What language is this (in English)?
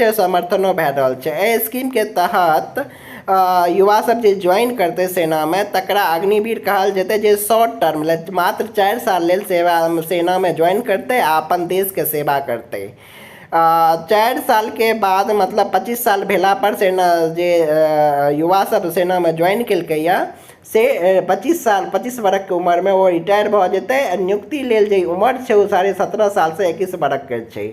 Maithili